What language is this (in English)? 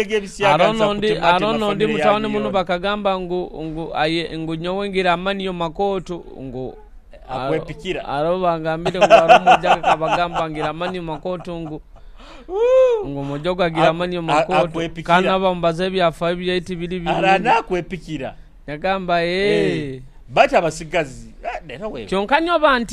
Nyoro